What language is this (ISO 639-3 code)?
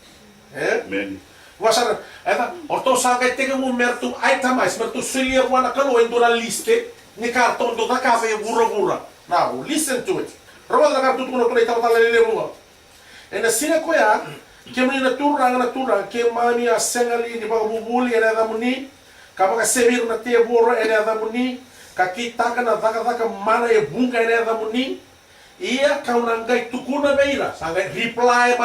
fij